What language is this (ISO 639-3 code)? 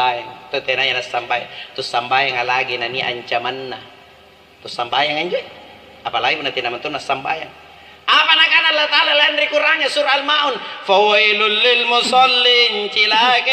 mak